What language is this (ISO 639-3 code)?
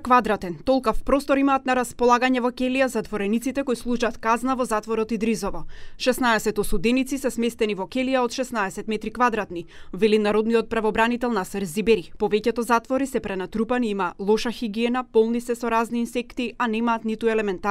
mkd